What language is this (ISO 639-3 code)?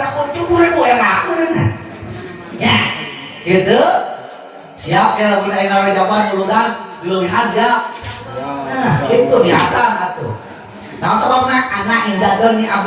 sun